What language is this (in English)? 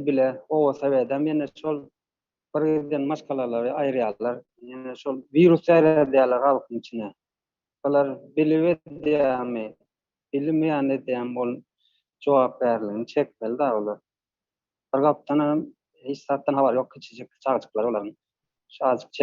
Turkmen